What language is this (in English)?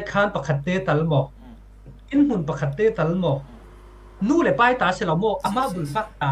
Falam Chin